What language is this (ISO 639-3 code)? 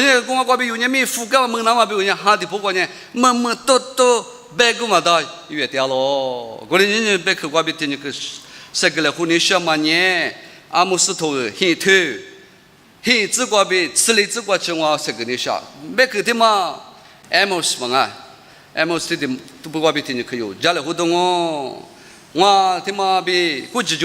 lis